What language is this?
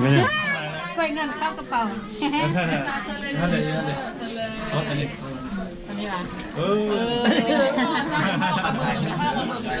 Lao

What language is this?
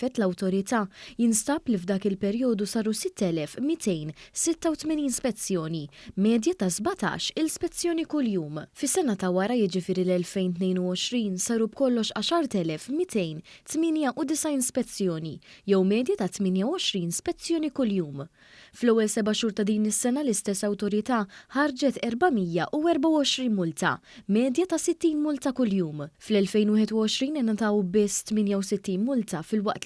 Maltese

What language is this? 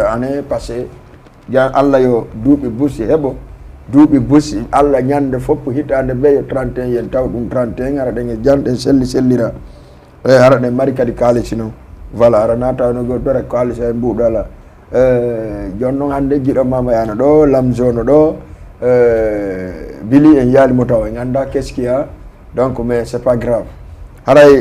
Fula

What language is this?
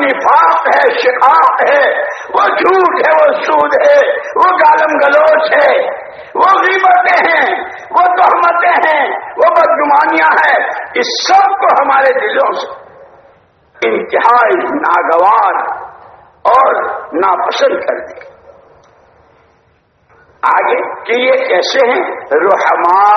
Urdu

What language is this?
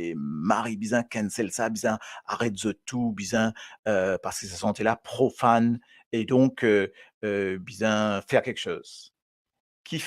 Morisyen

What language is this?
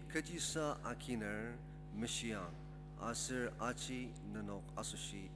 Ao Naga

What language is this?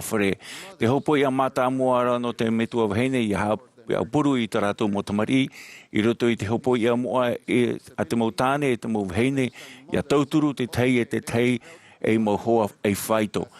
Tahitian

